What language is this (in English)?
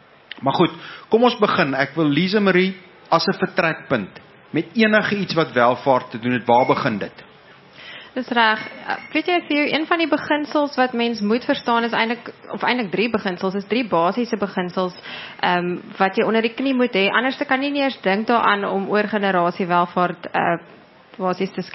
Afrikaans